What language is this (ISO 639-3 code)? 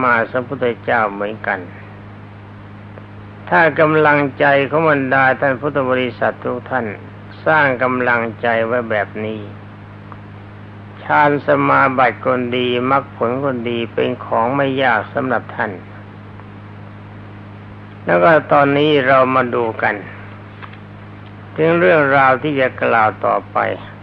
tha